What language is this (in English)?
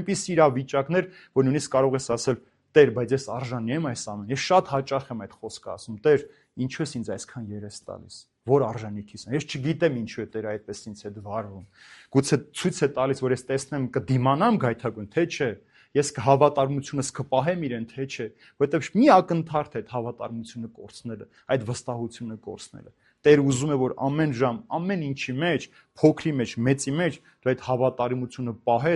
Armenian